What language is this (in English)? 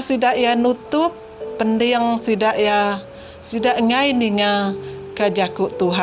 Iban